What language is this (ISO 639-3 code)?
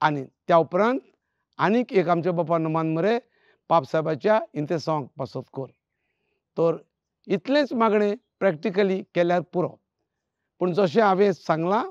kok